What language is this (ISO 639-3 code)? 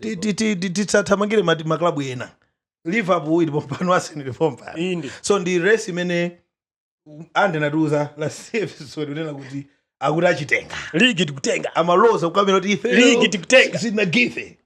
nya